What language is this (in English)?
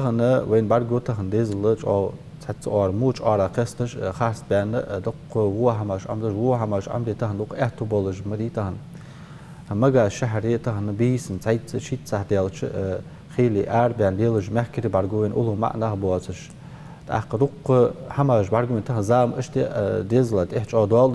Ingush